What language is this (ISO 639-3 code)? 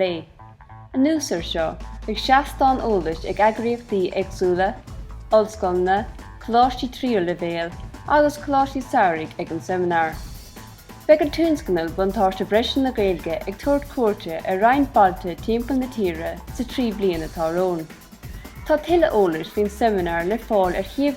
gle